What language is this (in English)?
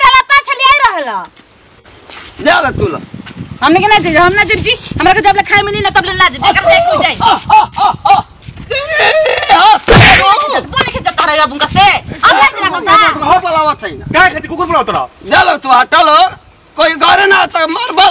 Bhojpuri